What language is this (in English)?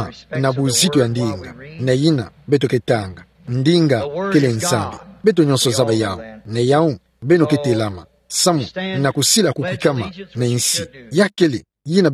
Kituba (Democratic Republic of Congo)